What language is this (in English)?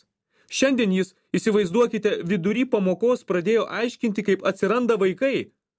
Lithuanian